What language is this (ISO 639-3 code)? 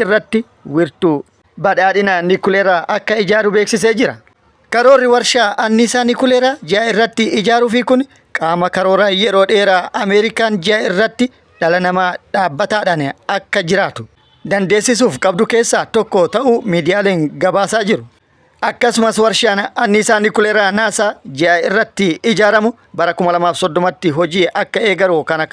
orm